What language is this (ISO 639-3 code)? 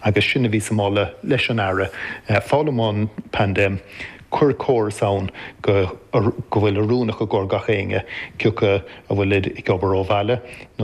gle